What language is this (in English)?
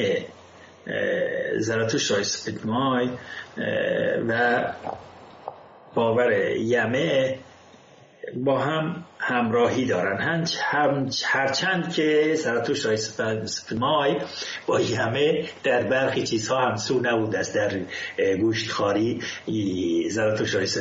Persian